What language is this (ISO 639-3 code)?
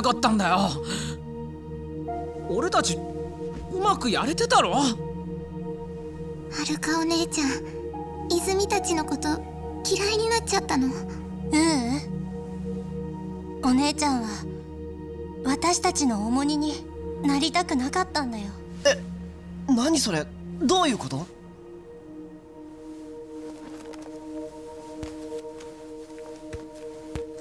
jpn